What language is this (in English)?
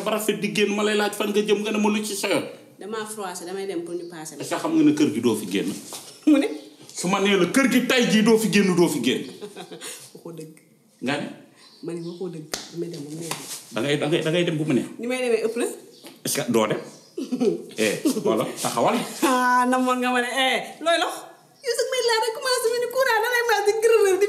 Wolof